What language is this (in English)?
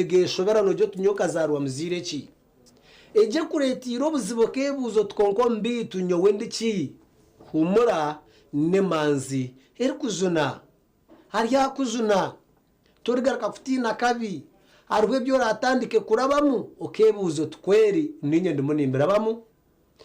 Nyankole